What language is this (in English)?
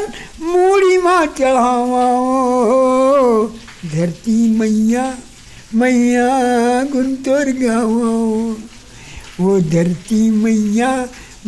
Chhattisgarhi